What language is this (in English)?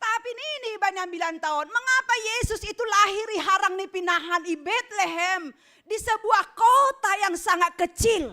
Batak Simalungun